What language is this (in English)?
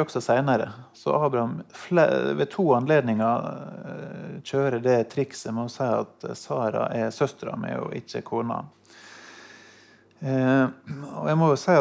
Norwegian